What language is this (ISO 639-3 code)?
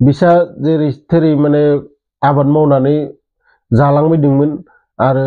brx